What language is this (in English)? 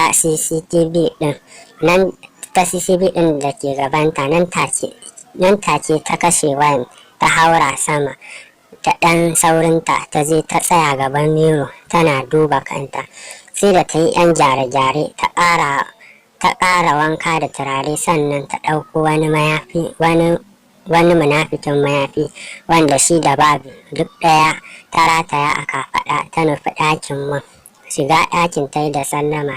Hausa